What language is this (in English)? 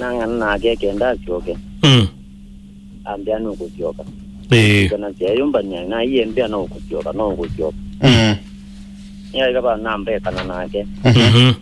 Kamba